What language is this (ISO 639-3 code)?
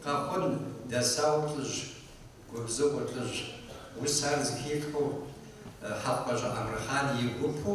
kbd